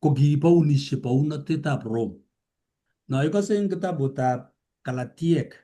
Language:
Kalenjin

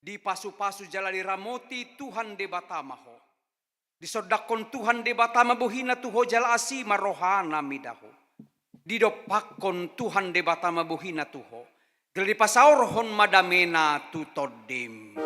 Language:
Batak Toba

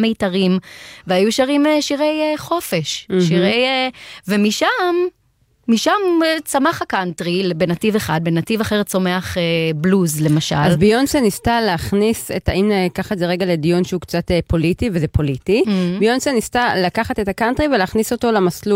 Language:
Hebrew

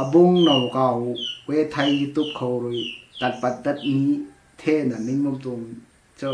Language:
Rongmei Naga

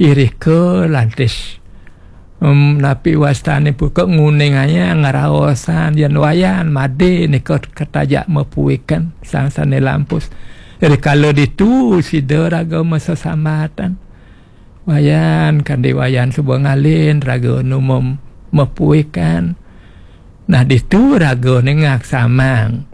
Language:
Balinese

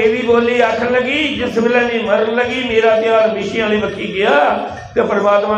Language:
Dogri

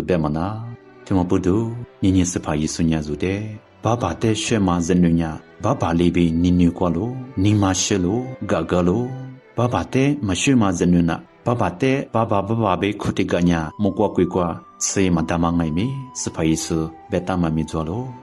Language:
Lisu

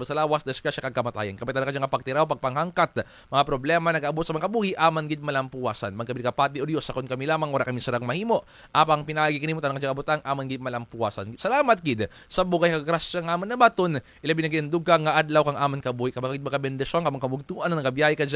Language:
Kinaray-a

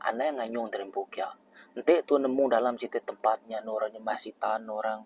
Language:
Iban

